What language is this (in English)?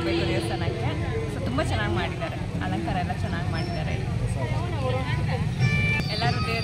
Kannada